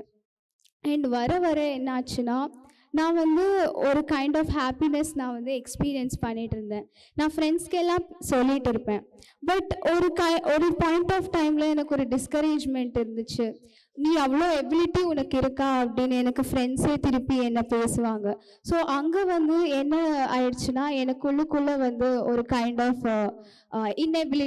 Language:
Tamil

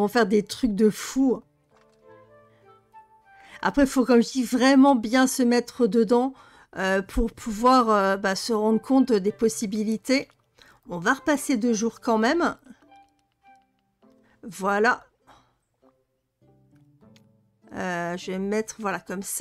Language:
French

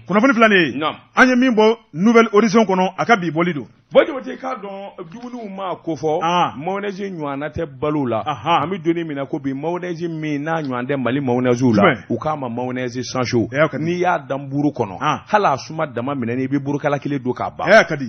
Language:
Bambara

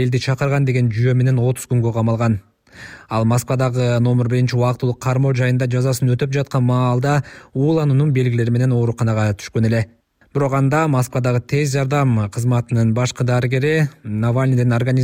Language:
Kyrgyz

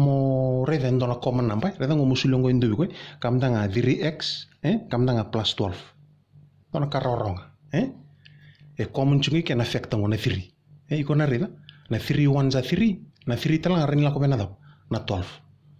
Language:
Fijian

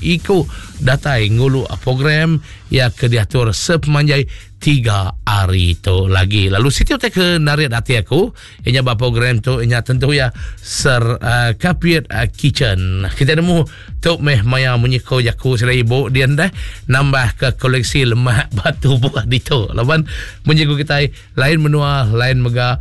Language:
Iban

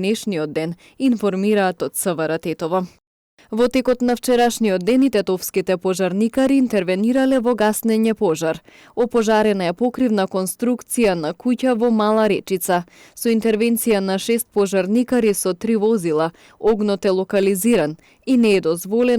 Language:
Macedonian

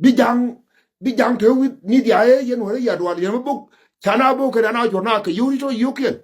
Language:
Nuer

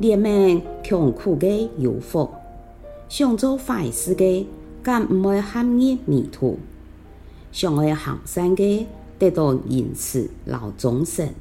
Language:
Hakka Chinese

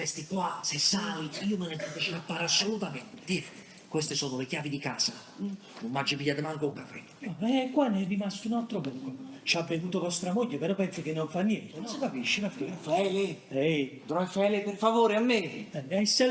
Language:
Neapolitan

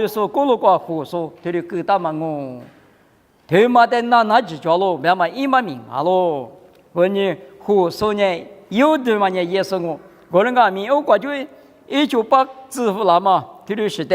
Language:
Lisu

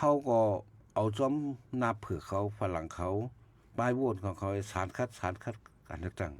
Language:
Shan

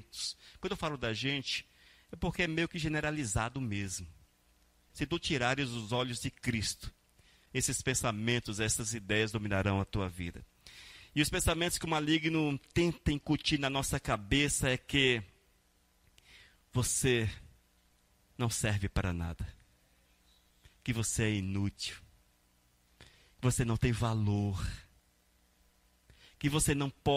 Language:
Portuguese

